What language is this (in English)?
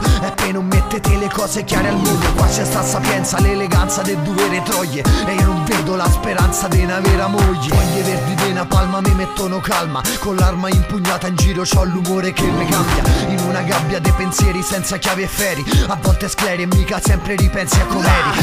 Italian